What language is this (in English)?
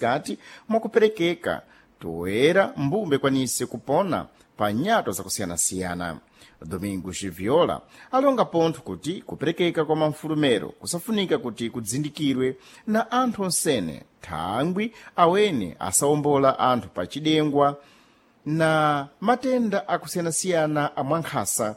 Sena